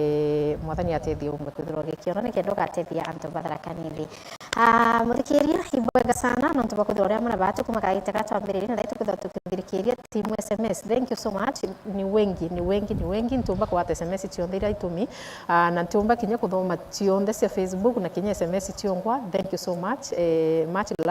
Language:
Meru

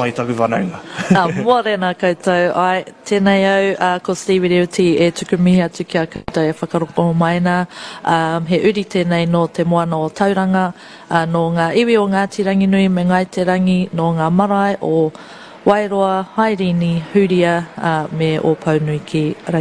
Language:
Māori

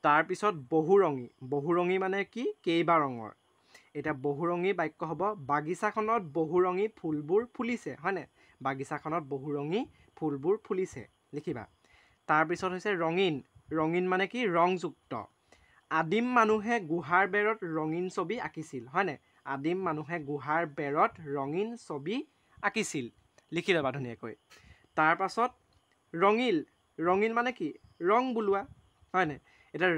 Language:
Assamese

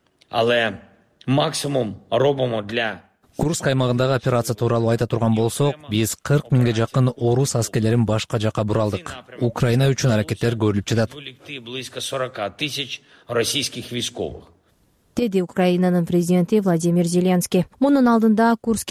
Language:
Kyrgyz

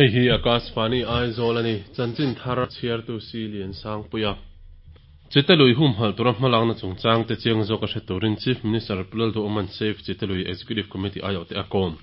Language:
Mizo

